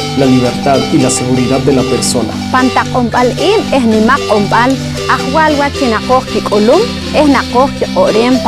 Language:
Poqomchi'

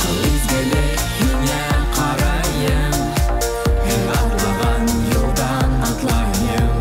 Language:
Bashkir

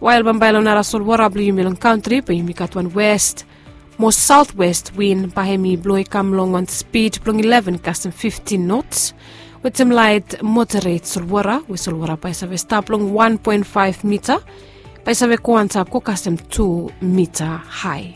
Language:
Bislama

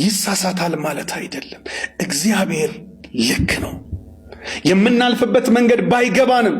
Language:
Amharic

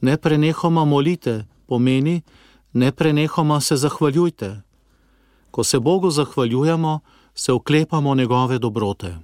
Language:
Slovenian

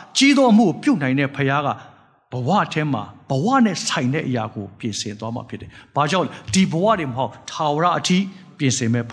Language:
Burmese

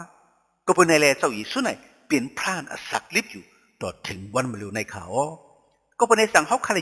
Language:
Shan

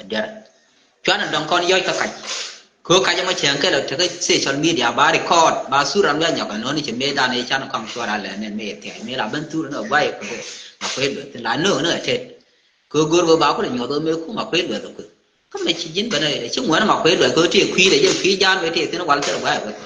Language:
Nuer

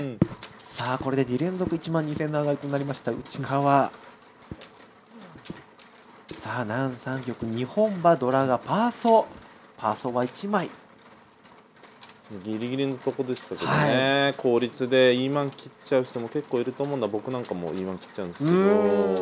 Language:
Japanese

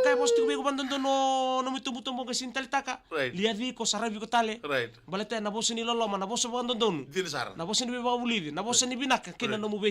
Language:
Fijian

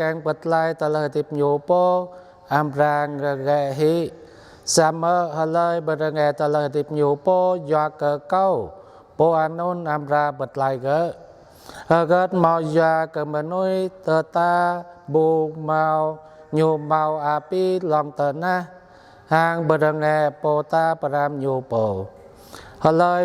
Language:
Jarai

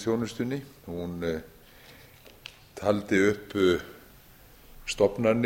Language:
Icelandic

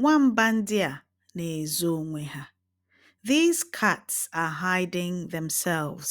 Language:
Igbo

